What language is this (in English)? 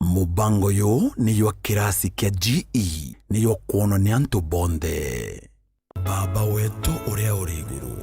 Meru